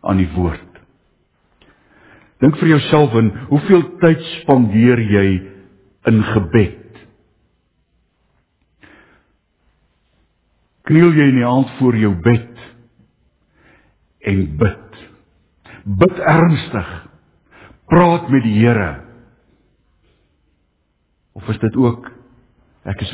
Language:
Afrikaans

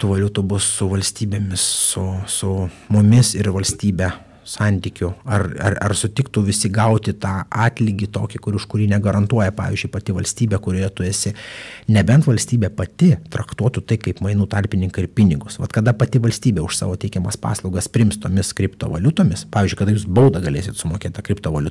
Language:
Lithuanian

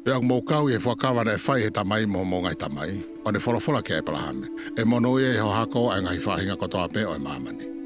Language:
Tongan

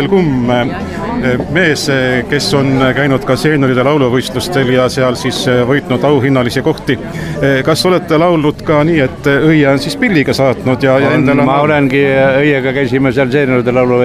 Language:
Estonian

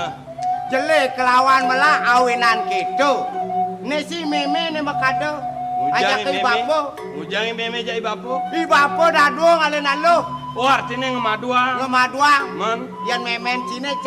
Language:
Balinese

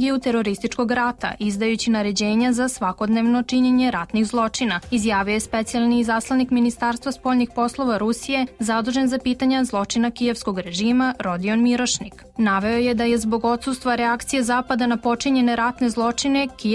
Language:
Serbian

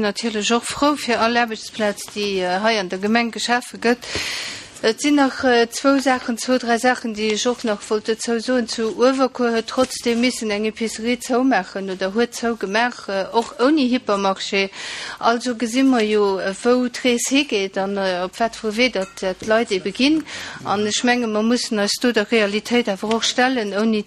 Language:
Luxembourgish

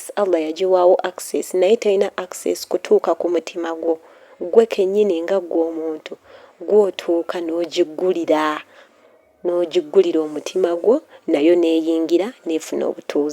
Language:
Ganda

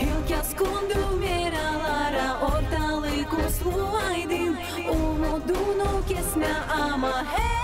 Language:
Gagauz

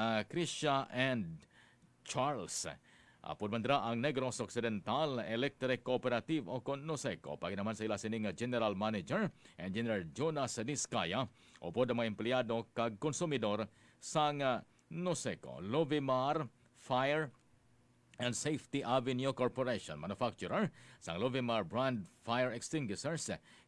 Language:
Hiligaynon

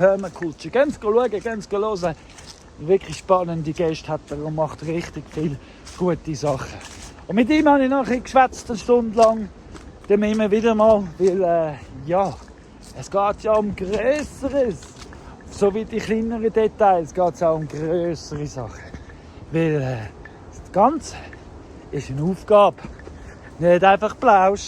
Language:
Swiss German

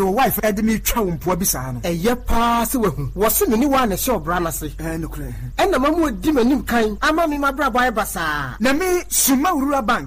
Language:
Akan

